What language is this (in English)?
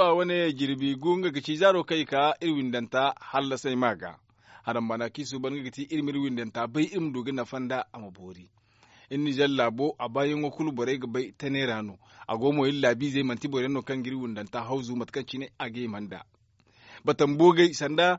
Zarma